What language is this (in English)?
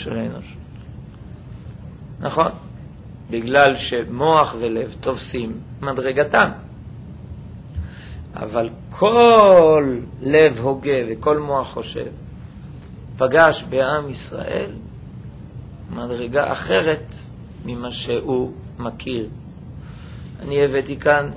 Hebrew